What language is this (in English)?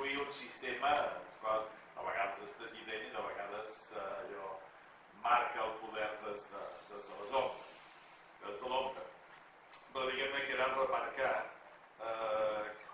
Catalan